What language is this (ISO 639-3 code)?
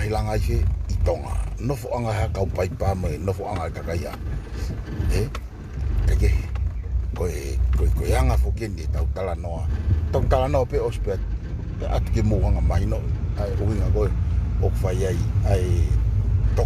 ton